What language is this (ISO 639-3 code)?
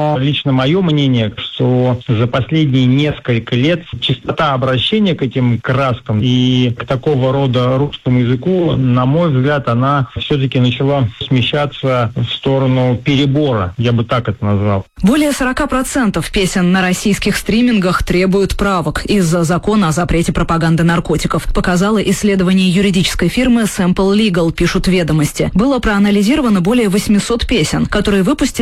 rus